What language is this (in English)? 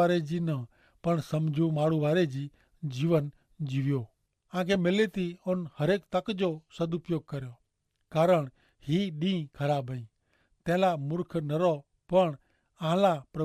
Kachhi